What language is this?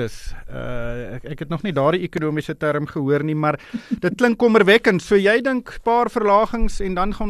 Afrikaans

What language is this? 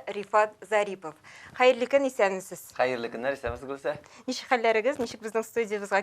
Tatar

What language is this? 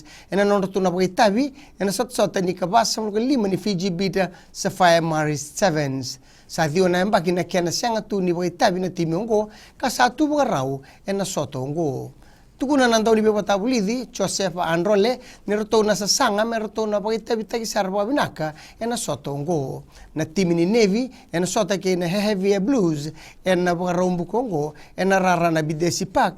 Fijian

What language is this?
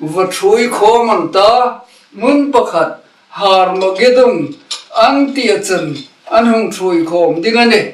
Hmar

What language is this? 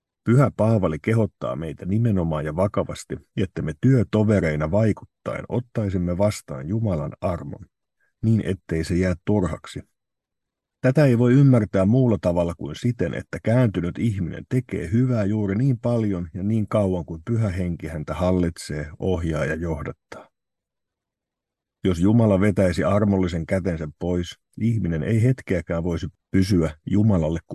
Finnish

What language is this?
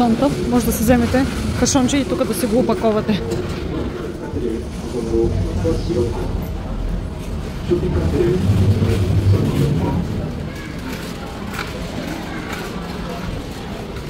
Bulgarian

